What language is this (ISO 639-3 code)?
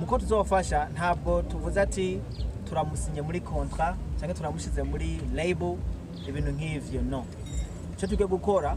run